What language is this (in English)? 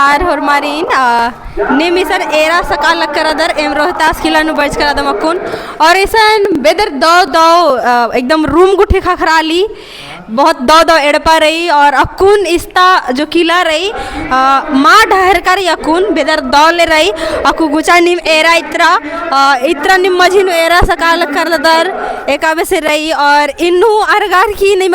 Kurukh